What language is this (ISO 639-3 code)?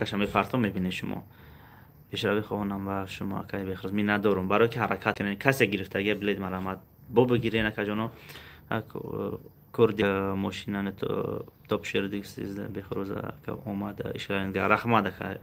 tgk